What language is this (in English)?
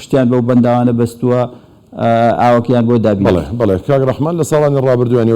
Central Kurdish